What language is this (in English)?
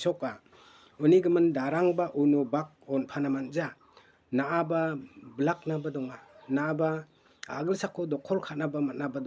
Garo